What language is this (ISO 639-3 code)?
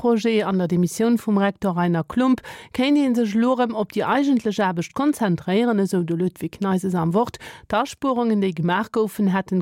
ltz